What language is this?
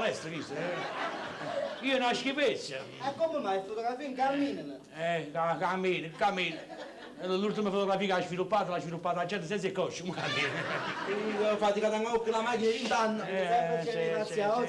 Neapolitan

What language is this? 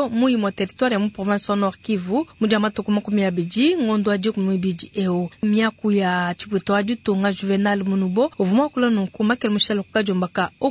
Luba-Lulua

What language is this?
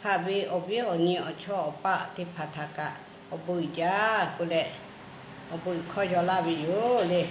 Lahu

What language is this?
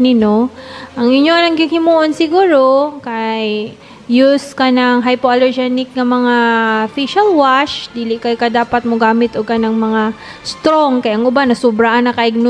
Cebuano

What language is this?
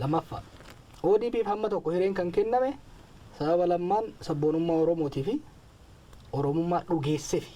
Oromo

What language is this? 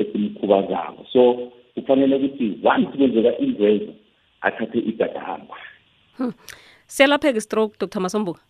South Ndebele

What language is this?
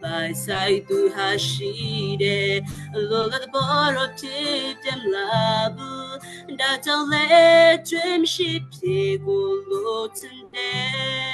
Western Kayah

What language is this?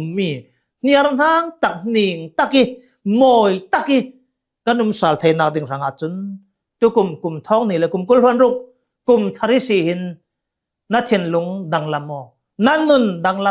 Hakha Chin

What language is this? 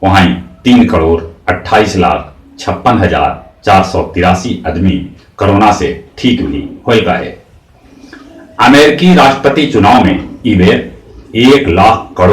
Magahi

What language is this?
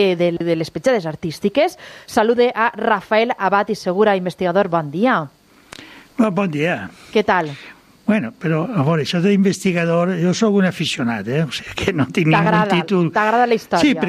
Catalan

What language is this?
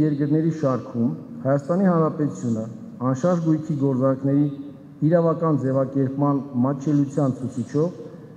Armenian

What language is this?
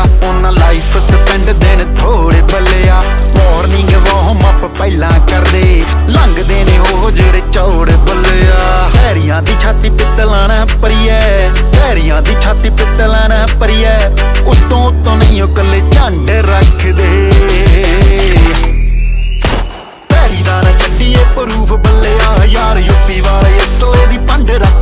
Punjabi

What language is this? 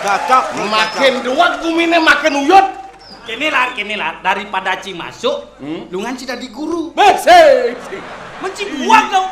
Balinese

